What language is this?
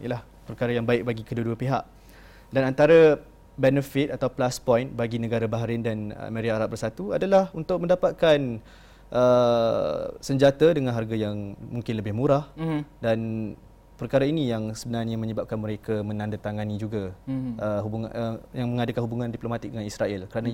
Malay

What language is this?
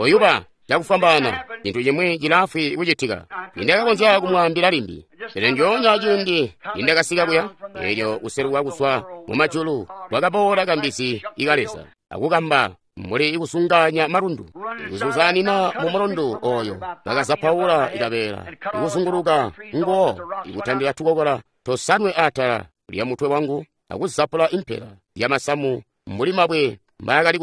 Tonga (Zambia)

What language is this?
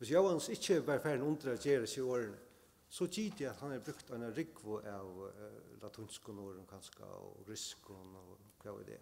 Faroese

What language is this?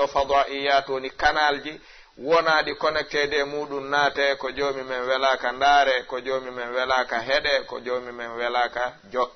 Fula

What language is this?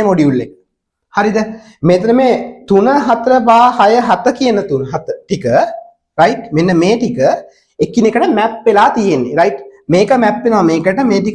Sinhala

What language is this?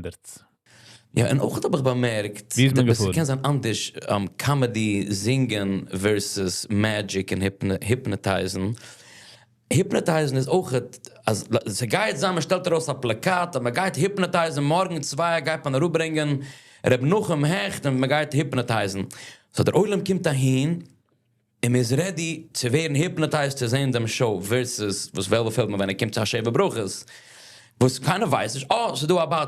Yiddish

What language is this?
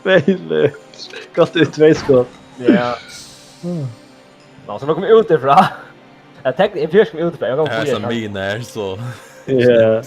Faroese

